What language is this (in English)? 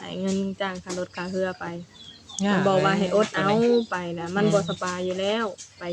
Northeastern Thai